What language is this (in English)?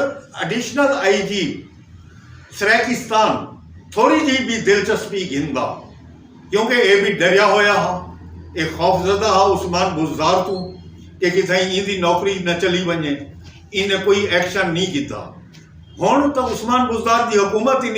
Saraiki